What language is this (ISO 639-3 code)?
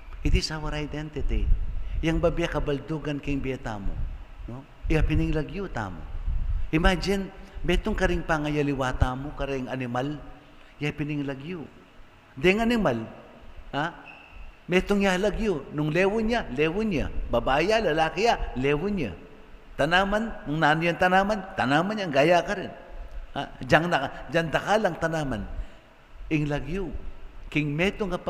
pam